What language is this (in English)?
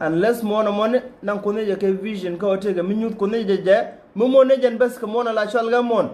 Nuer